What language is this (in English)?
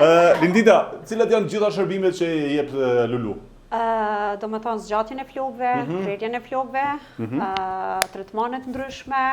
Albanian